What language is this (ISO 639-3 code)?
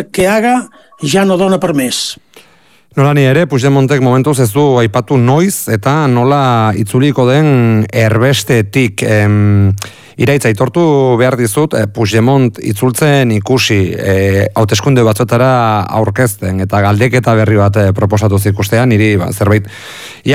eus